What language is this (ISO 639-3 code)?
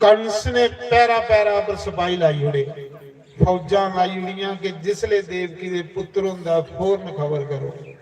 doi